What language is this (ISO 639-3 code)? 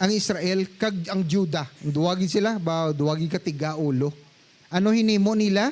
hil